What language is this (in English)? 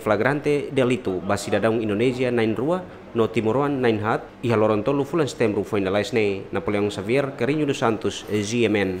Tetum